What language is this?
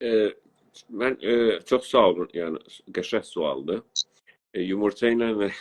South Azerbaijani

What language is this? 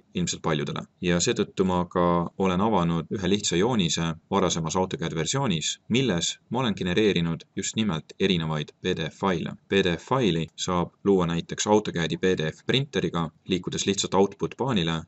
Estonian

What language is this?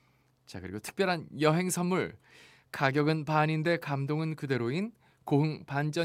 Korean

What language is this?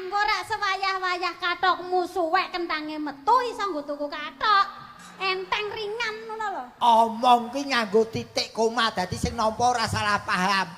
Javanese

